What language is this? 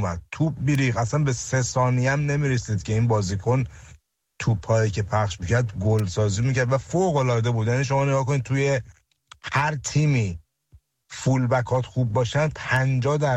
Persian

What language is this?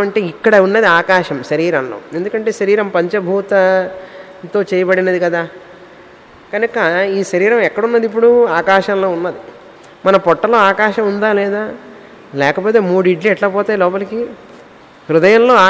Telugu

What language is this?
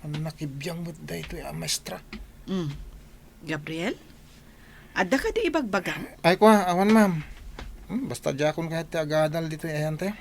Iloko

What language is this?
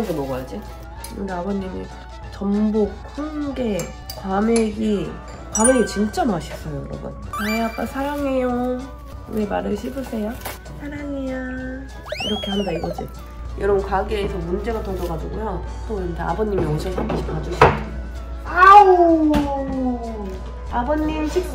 Korean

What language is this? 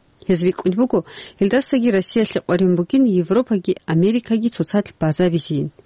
Avaric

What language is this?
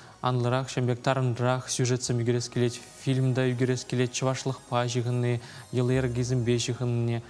Chuvash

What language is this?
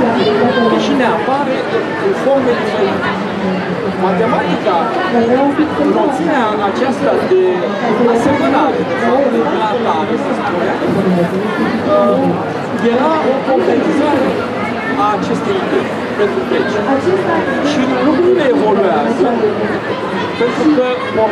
Romanian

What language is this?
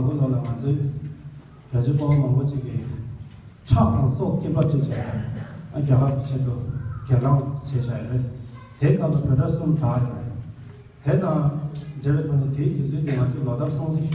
Tibetan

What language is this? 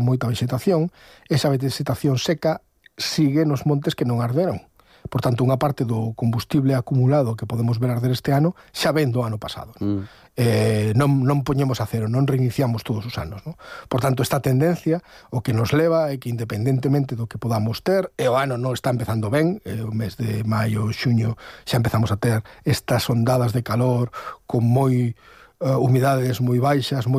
Galician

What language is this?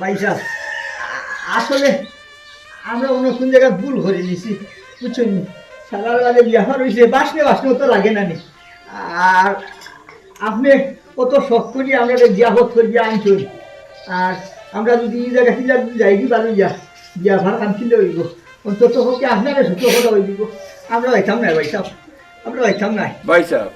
Sylheti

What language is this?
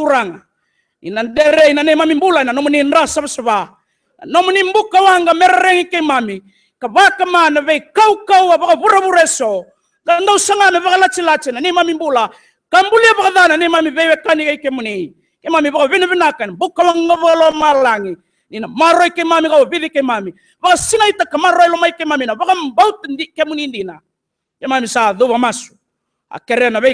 Fijian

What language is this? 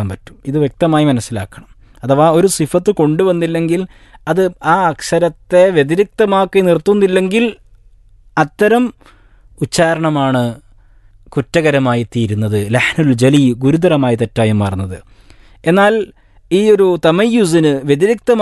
Malayalam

